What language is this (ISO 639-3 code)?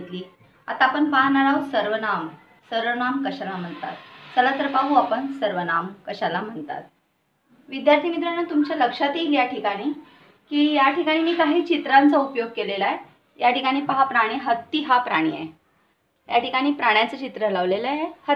mar